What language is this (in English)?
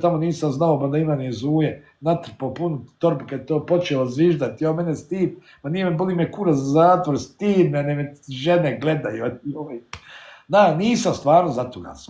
Bosnian